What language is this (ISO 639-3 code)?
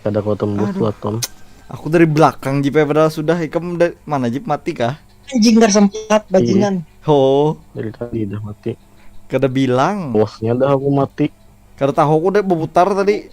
bjn